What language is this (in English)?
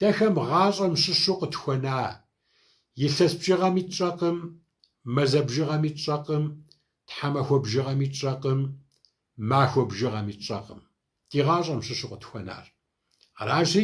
Kabardian